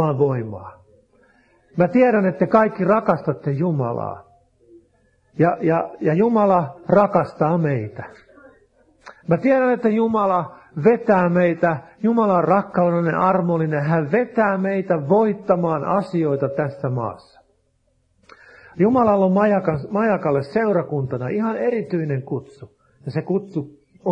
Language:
Finnish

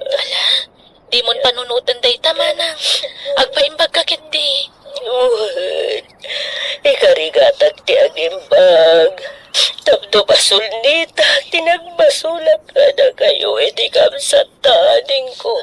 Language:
Iloko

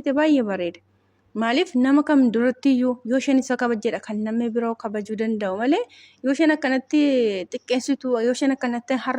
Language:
Oromo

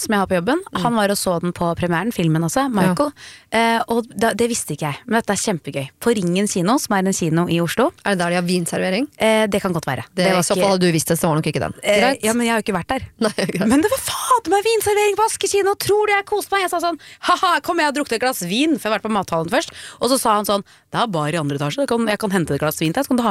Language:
Norwegian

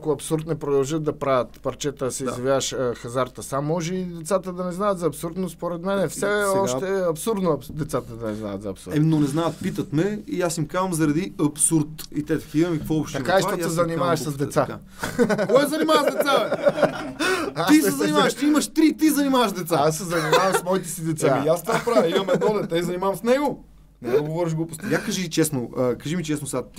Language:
Bulgarian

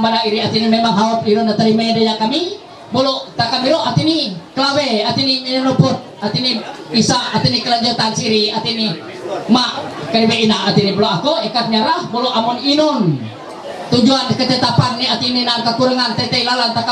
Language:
Ma'anyan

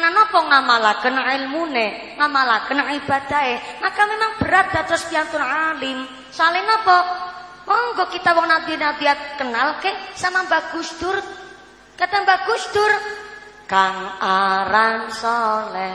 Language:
Javanese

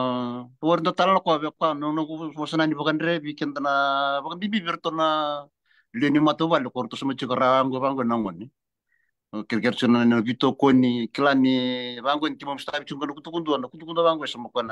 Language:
Fijian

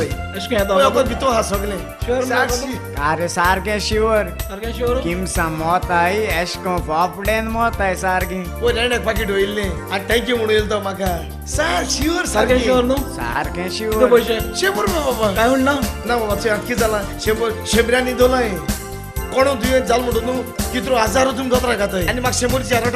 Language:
Konkani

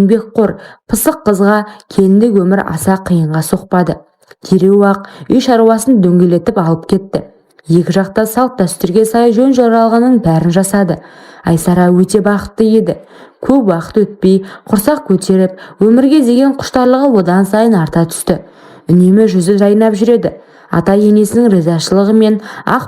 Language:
Kazakh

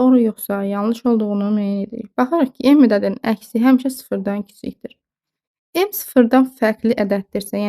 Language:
Azerbaijani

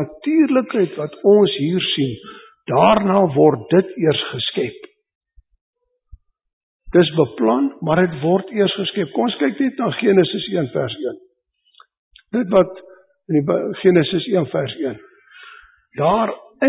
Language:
Afrikaans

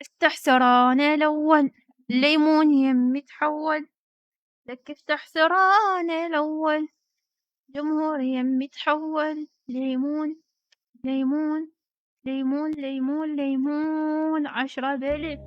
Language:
Mesopotamian Arabic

